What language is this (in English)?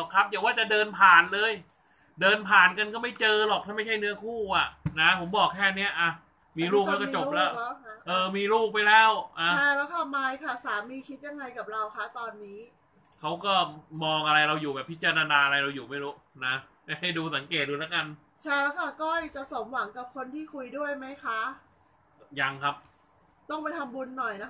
Thai